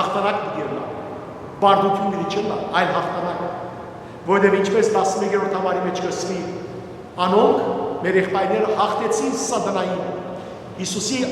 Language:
Western Armenian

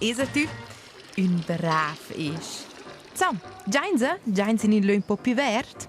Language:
Romansh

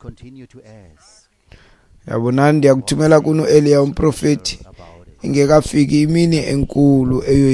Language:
Xhosa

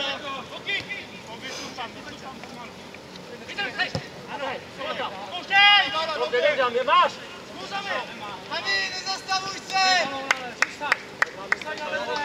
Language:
Czech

